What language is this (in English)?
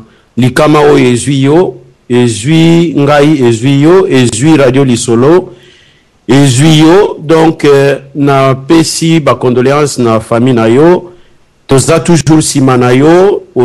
Lingala